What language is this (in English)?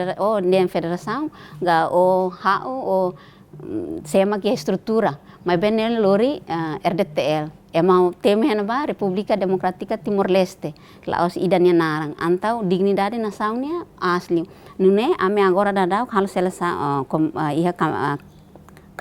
Tetum